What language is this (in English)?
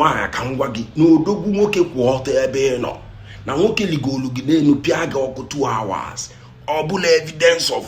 Igbo